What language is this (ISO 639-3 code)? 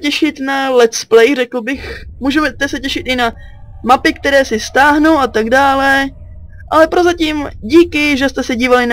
ces